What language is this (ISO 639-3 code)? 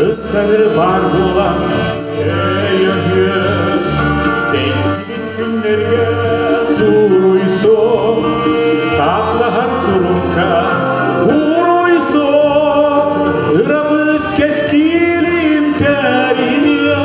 sah